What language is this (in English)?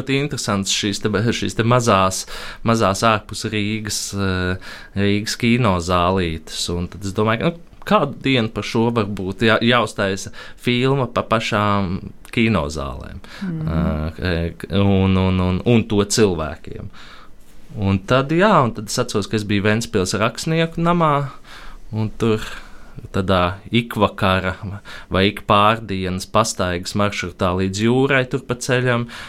Latvian